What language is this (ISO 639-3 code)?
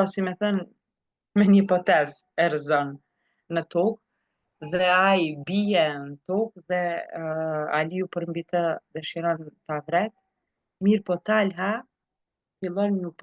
sqi